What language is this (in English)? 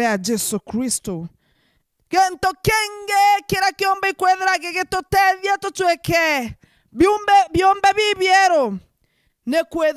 Meru